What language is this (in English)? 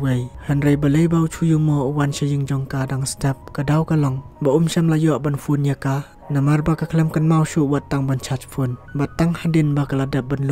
Khasi